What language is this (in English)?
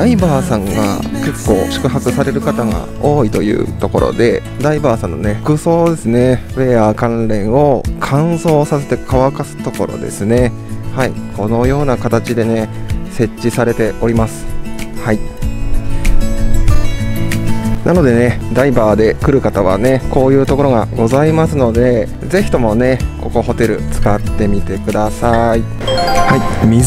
Japanese